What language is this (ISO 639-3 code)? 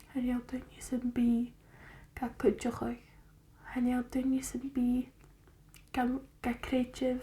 gla